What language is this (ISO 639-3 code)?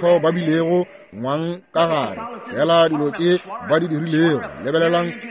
nso